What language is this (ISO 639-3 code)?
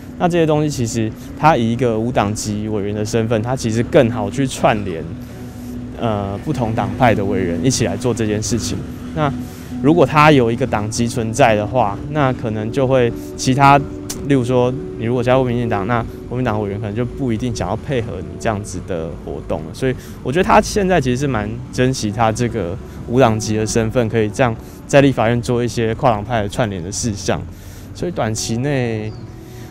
zho